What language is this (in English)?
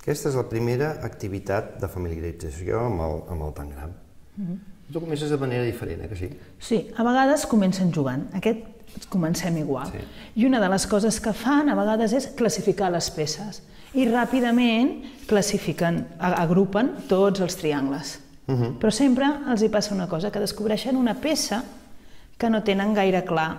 Catalan